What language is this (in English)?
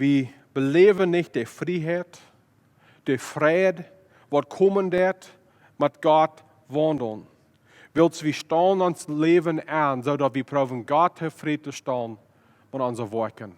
Plautdietsch